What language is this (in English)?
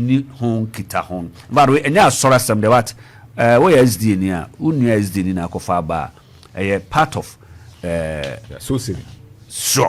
Akan